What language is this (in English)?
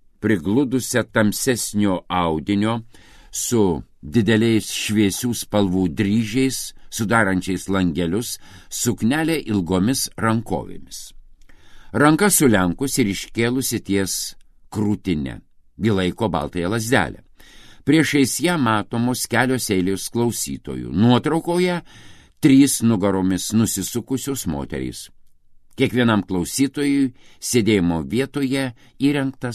Lithuanian